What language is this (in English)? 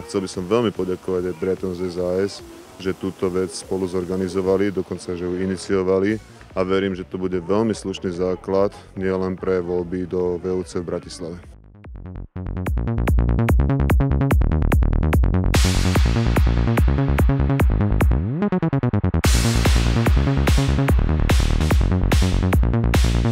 Slovak